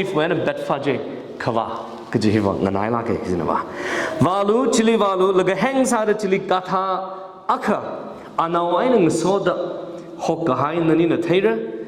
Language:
Tangkhul Naga (India)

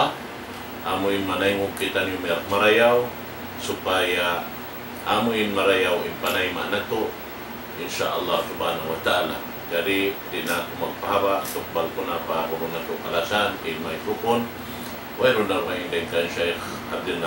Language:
Tausug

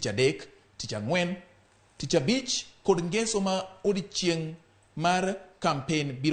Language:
Luo (Kenya and Tanzania)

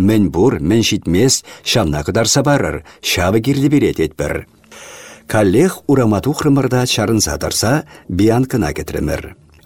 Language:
Chuvash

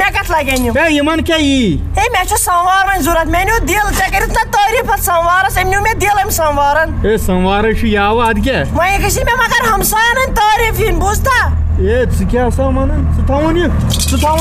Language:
Kashmiri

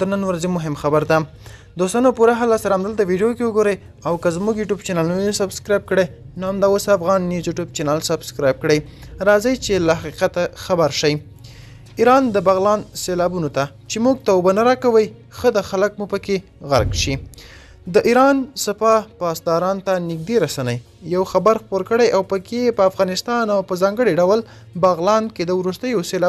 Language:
Pashto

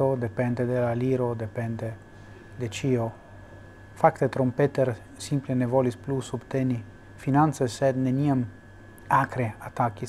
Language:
Esperanto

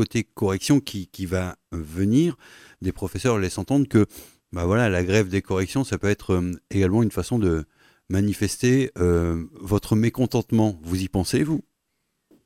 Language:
French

